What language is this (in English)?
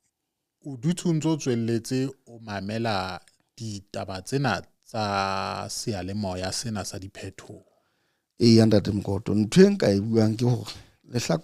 Southern Sotho